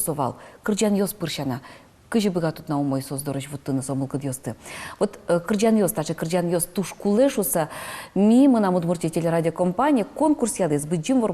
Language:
Udmurt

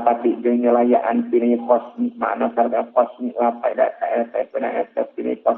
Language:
Sundanese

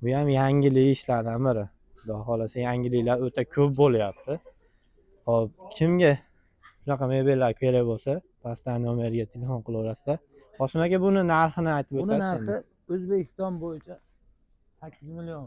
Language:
Uzbek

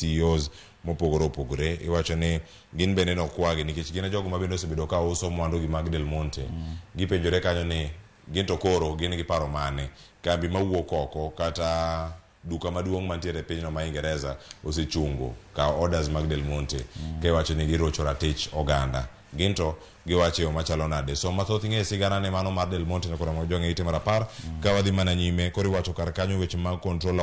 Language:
Luo (Kenya and Tanzania)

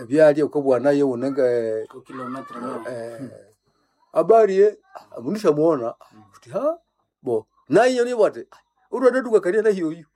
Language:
Nande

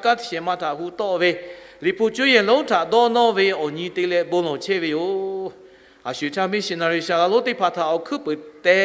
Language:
Lahu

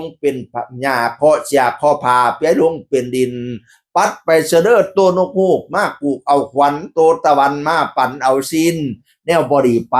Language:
Northeastern Thai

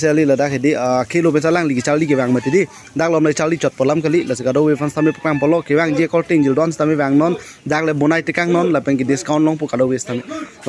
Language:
Karbi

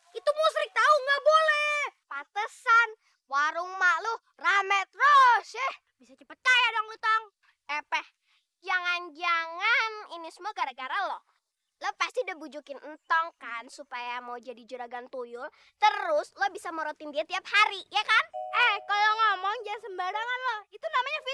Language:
Betawi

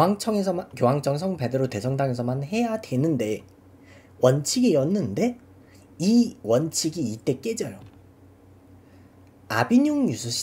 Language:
Korean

